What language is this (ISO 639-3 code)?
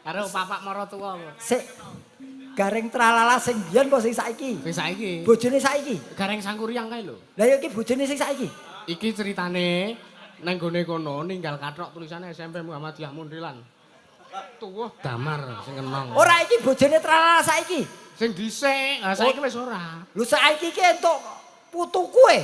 jav